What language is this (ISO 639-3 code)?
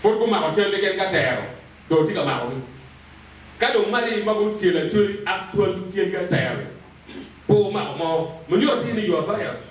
ach